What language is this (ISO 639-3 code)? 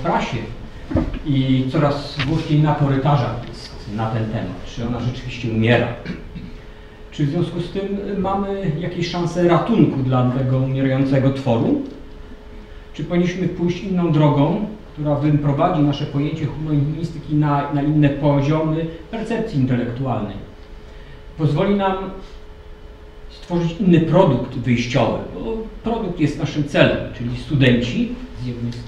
pol